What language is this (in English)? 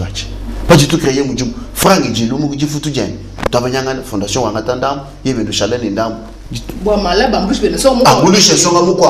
Luba-Lulua